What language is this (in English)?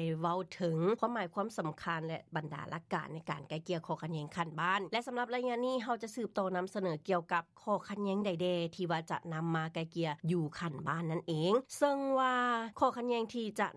Lao